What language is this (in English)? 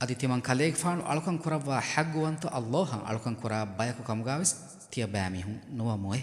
Divehi